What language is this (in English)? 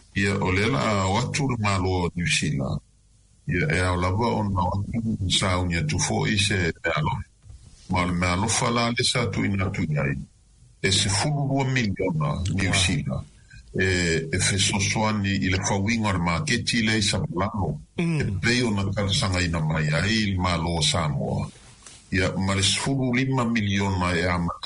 Samoan